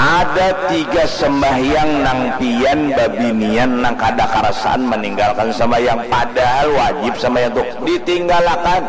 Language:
Banjar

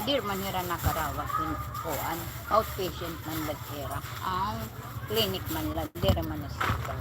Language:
Waray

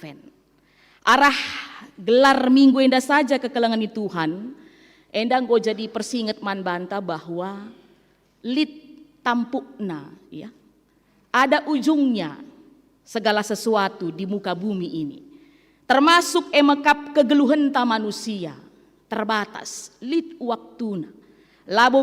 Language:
Batak Karo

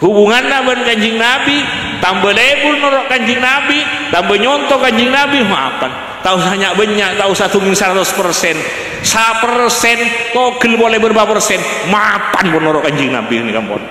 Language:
Madurese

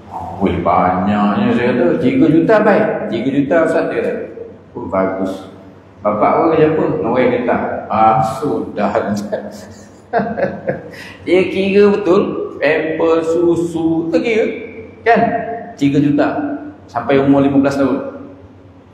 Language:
Malay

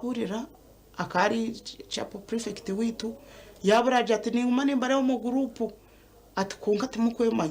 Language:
Nyankole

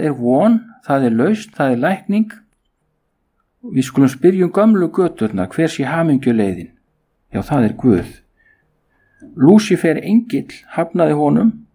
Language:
Icelandic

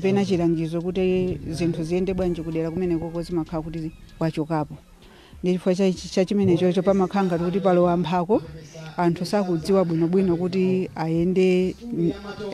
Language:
Nyanja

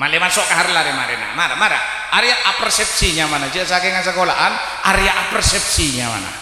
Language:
Madurese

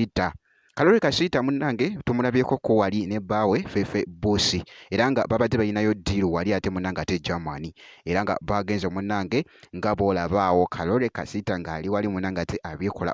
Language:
Ganda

